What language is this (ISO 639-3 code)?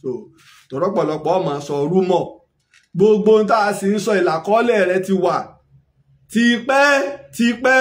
yor